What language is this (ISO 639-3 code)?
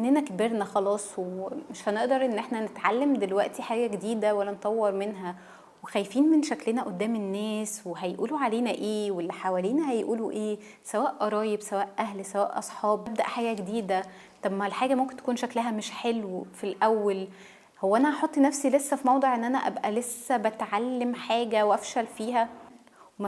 arz